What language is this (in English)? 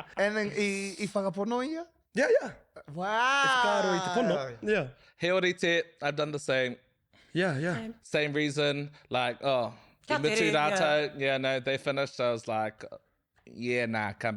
Māori